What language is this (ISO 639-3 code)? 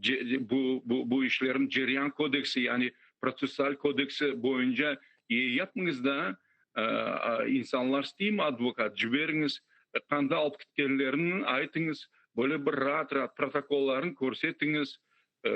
crh